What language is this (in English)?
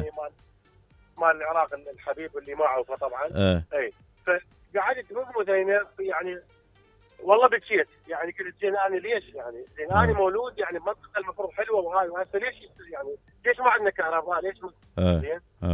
Mesopotamian Arabic